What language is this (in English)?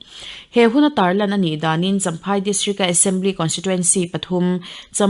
Mizo